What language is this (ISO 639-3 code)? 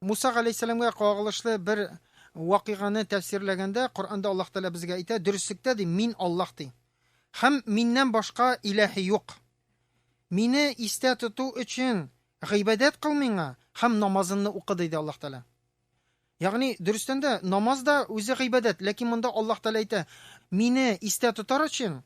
tat